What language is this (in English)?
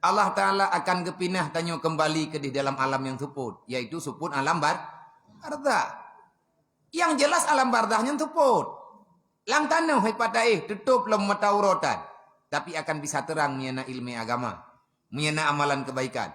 Achinese